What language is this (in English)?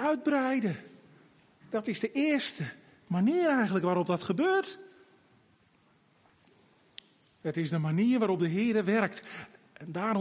Dutch